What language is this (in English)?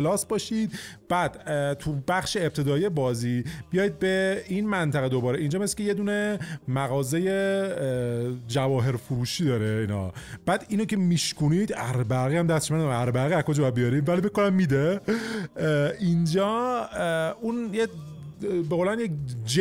Persian